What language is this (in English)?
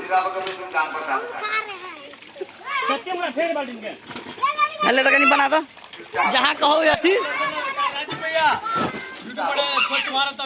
Maithili